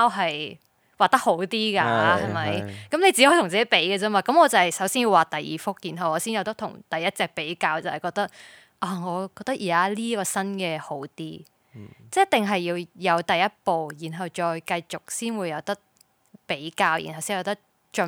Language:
Cantonese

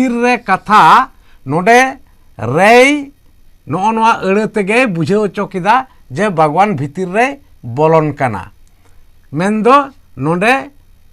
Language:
Santali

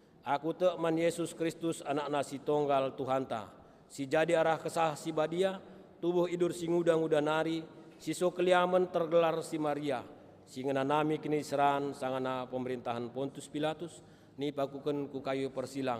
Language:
Batak Karo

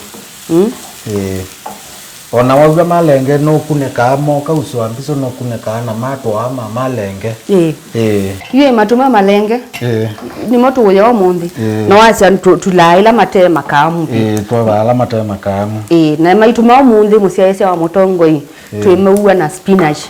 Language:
Kamba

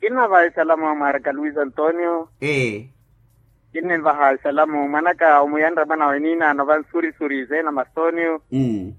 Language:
Makhuwa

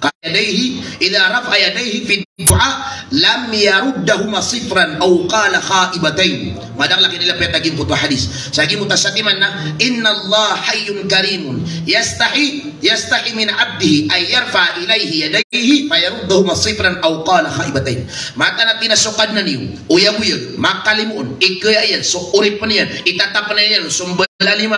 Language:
Maranao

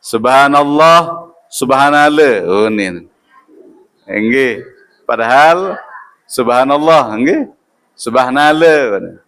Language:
Sasak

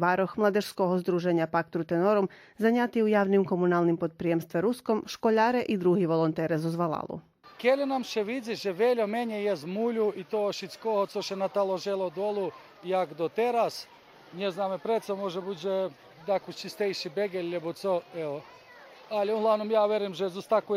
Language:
Rusyn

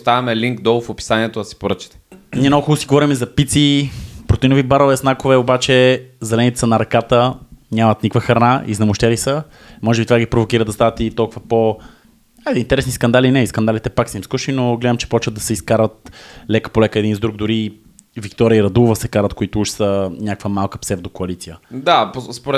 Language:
Bulgarian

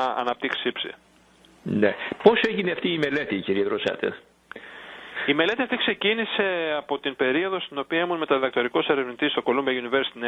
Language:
Greek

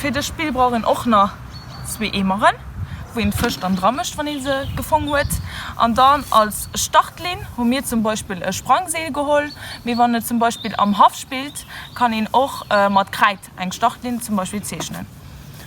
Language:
Luxembourgish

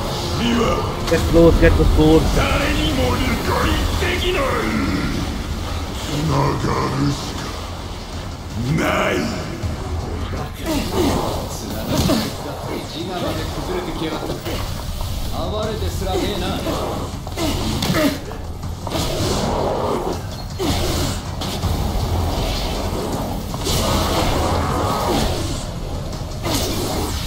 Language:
Japanese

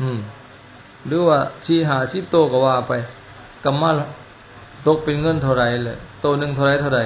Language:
Lao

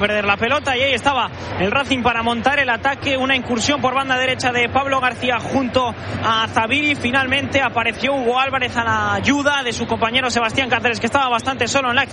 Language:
Spanish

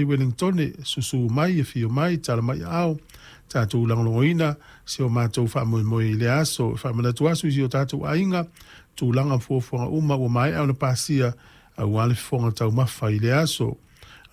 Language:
Samoan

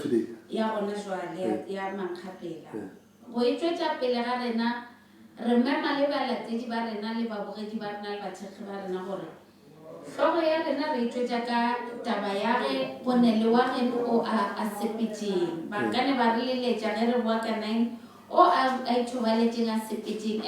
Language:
Northern Sotho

